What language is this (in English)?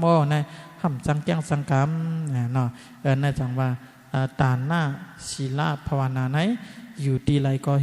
Shan